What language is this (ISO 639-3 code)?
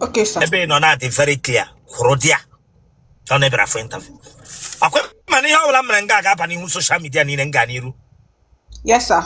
ibo